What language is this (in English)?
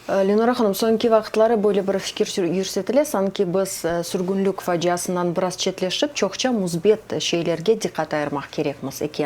Crimean Tatar